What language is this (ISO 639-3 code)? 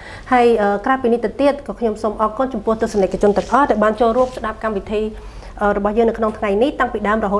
khm